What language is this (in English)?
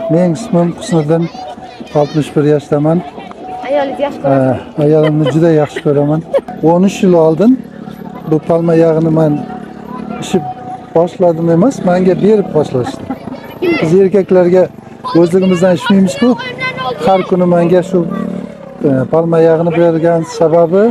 Uzbek